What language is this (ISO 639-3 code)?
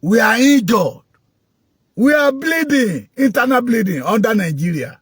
yor